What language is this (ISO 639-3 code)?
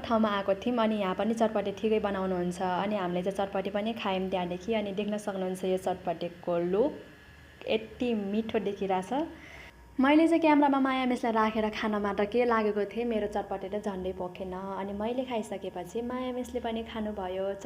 nep